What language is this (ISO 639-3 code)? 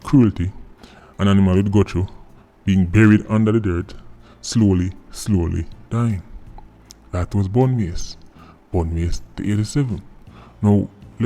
jam